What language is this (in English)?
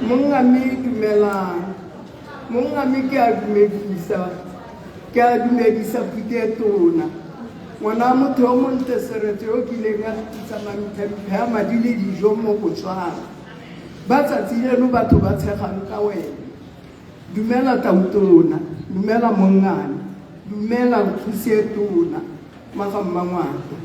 Tswana